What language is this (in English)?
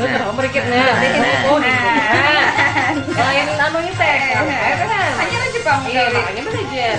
Banjar